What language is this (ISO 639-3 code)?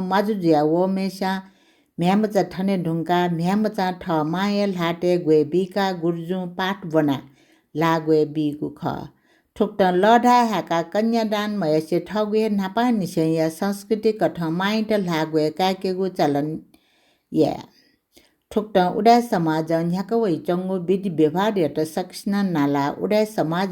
new